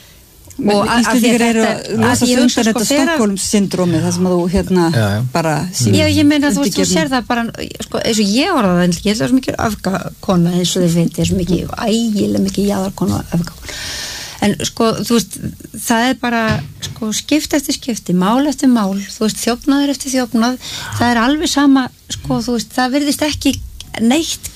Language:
Icelandic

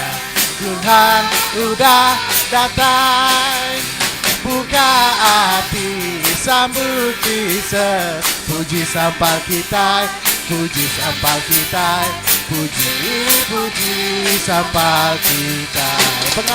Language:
Iban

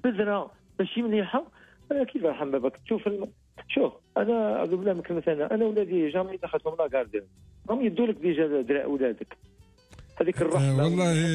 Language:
Algerian Arabic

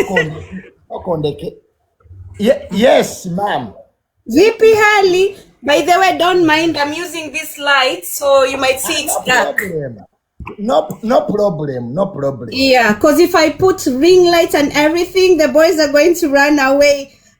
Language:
Ganda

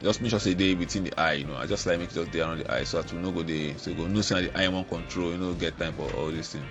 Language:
Nigerian Pidgin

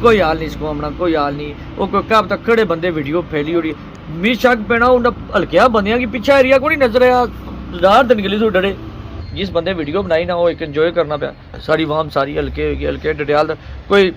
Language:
Pahari-Potwari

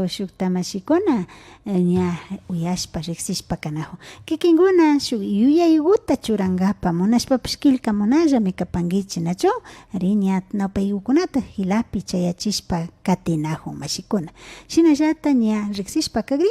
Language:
Imbabura Highland Quichua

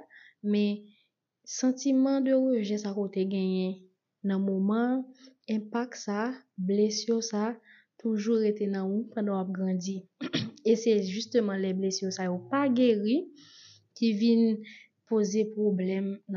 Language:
Haitian Creole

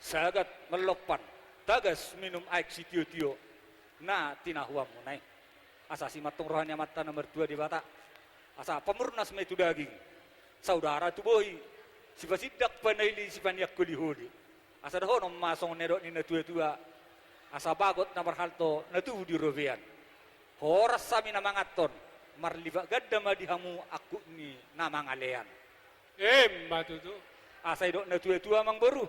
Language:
Batak Toba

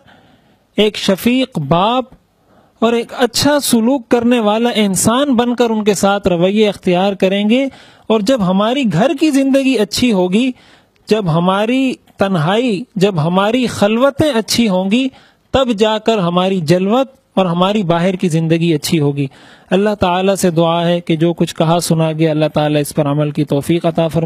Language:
Urdu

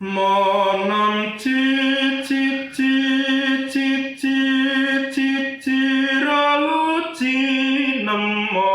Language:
Javanese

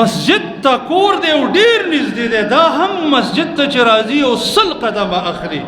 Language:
Pashto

